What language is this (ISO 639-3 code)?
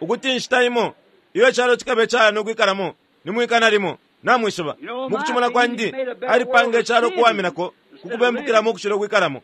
bem